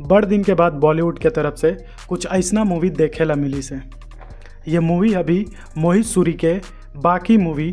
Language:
Chhattisgarhi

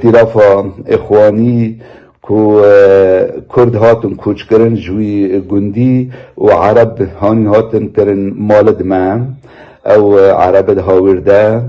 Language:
Kurdish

